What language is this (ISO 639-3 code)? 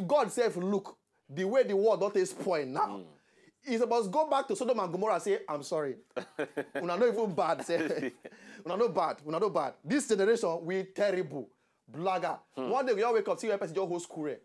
pcm